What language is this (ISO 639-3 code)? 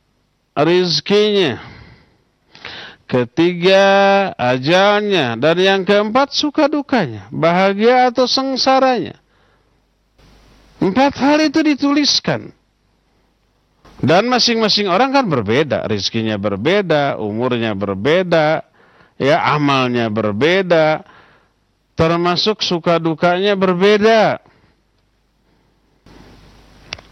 ind